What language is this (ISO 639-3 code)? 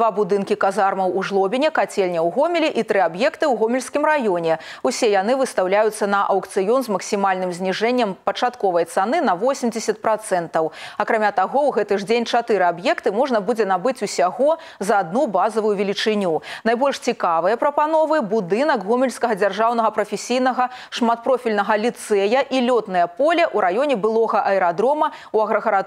bel